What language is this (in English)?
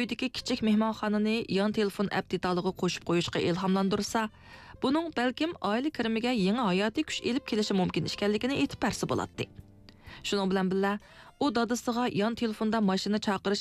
Uyghur